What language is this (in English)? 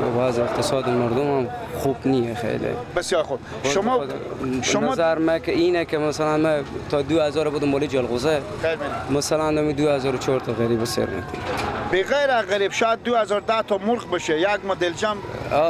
Persian